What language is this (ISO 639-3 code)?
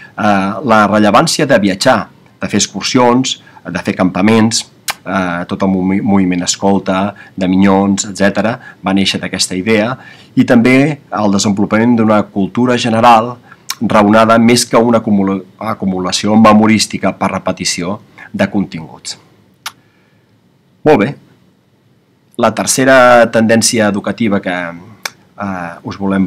cat